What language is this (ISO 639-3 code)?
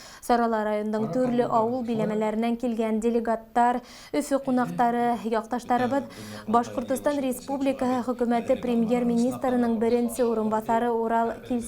bak